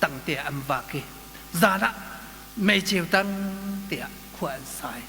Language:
Hakha Chin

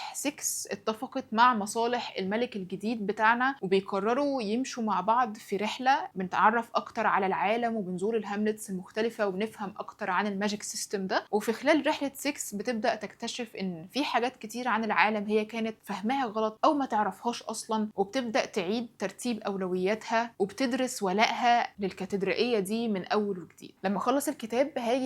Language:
Egyptian Arabic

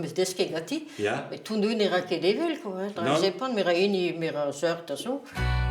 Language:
Breton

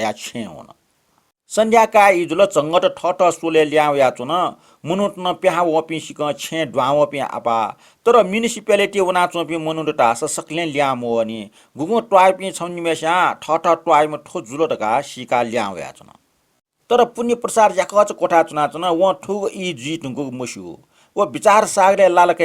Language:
Newari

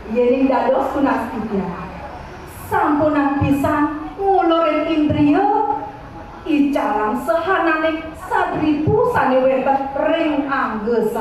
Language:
Balinese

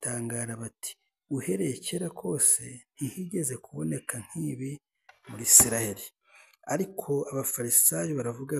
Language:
Kinyarwanda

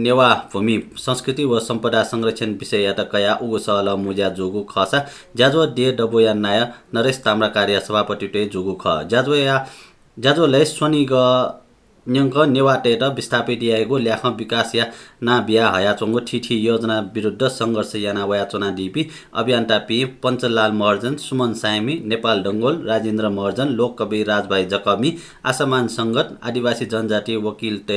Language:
Newari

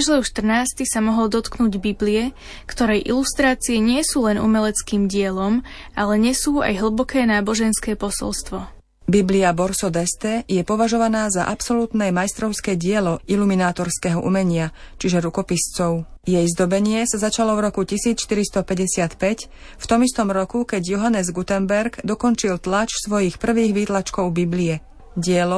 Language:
Slovak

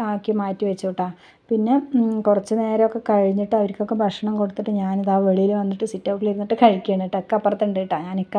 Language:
Malayalam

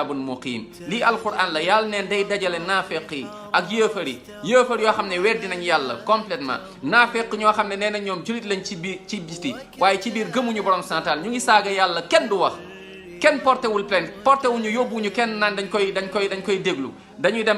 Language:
Wolof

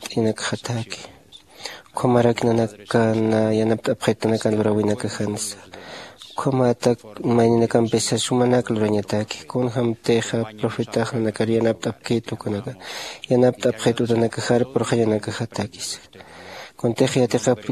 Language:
Aymara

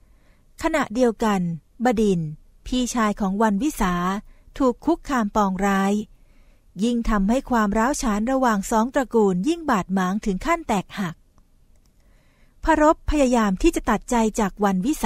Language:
Thai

